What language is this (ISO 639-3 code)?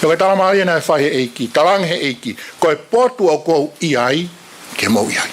ton